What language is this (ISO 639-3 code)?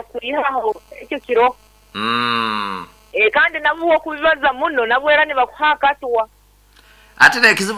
nyn